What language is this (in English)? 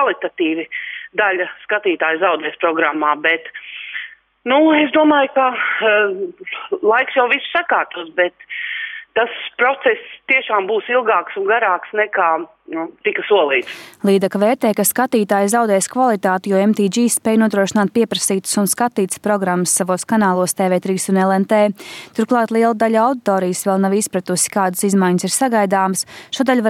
Latvian